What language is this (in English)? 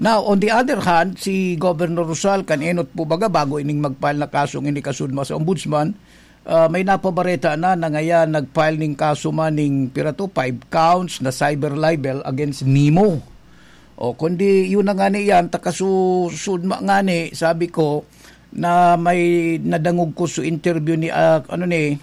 Bikol